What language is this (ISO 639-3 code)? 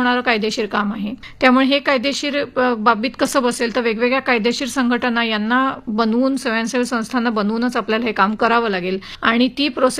mar